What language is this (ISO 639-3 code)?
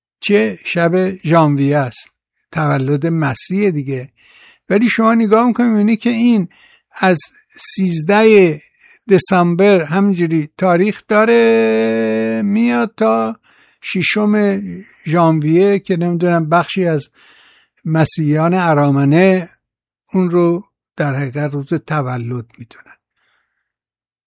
fas